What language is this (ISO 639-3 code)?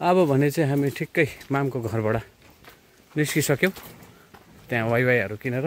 nep